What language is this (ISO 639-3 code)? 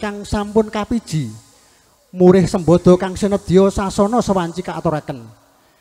jav